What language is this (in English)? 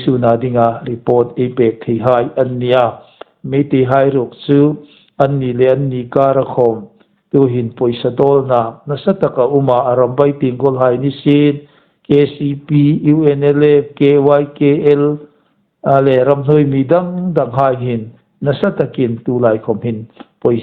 Hmar